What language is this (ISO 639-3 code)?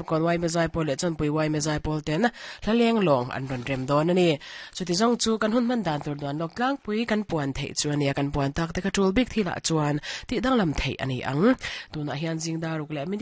lus